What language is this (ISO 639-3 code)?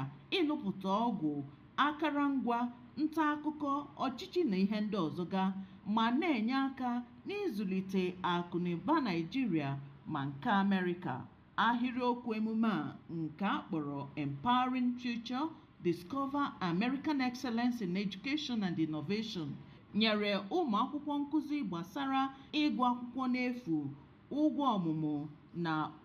ibo